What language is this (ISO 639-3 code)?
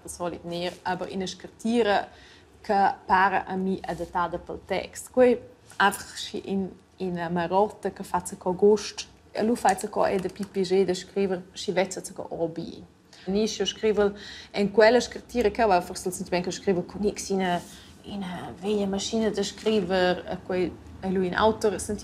roh